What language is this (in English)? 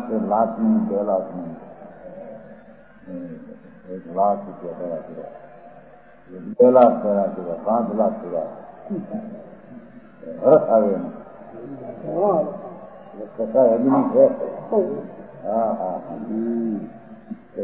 Gujarati